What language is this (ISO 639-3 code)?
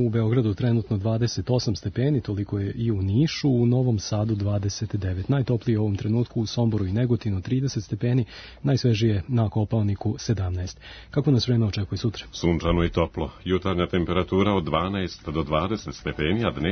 srp